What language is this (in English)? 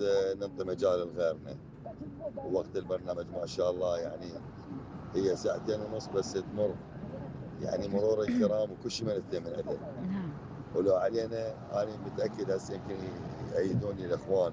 Mesopotamian Arabic